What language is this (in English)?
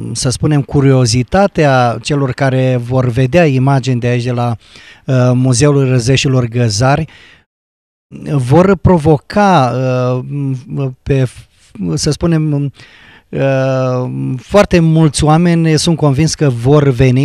Romanian